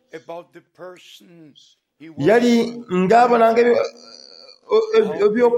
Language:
Soga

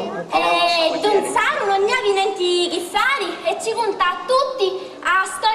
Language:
Sicilian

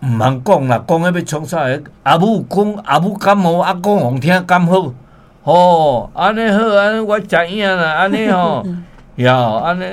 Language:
Min Nan Chinese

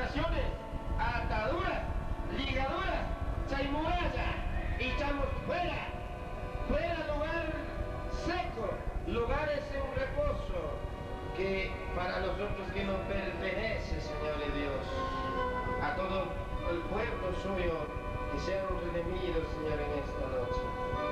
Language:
Chimborazo Highland Quichua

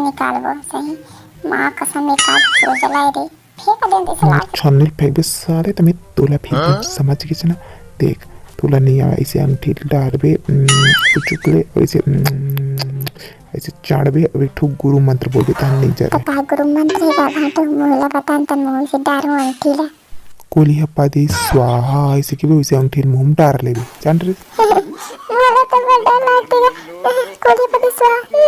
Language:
Chhattisgarhi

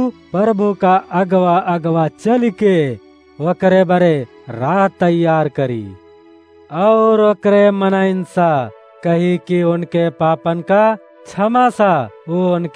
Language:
Awadhi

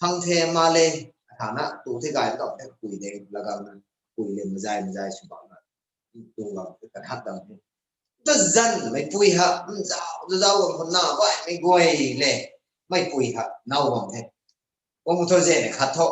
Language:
Rongmei Naga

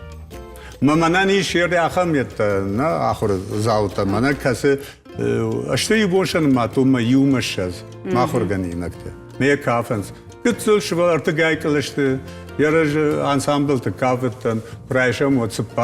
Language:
Ossetic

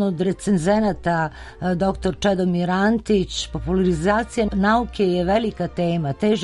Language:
Serbian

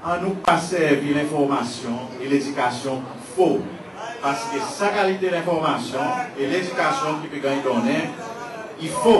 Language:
Seselwa Creole French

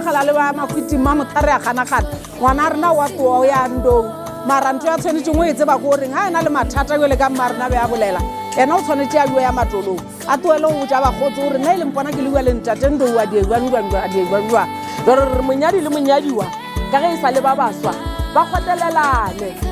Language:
Northern Sotho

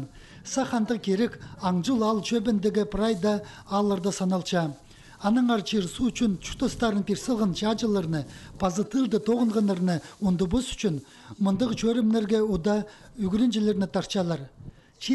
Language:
Khakas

